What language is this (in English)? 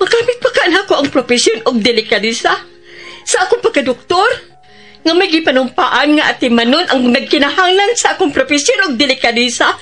Cebuano